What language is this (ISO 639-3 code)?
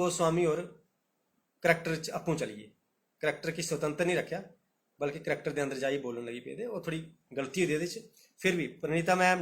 doi